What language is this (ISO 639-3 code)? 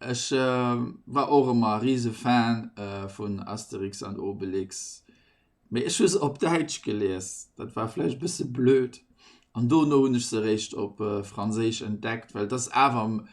ltz